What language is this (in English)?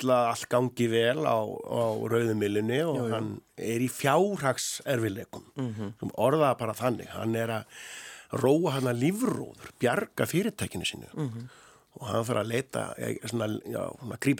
Icelandic